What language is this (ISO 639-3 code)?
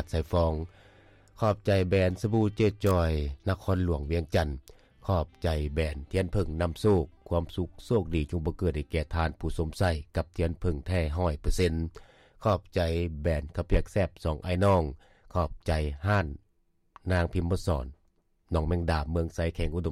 lao